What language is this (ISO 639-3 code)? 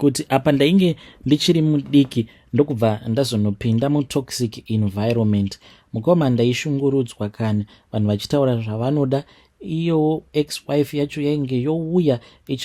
sna